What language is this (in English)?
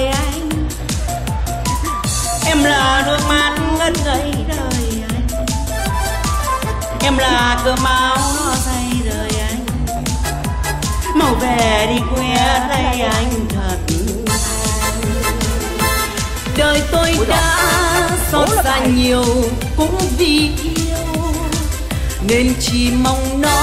Vietnamese